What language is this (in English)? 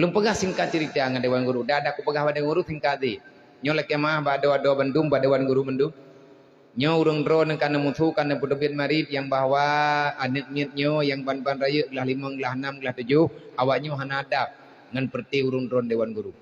Achinese